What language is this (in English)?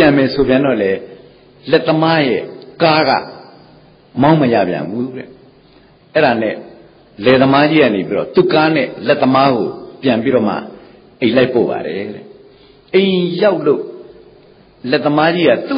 Burmese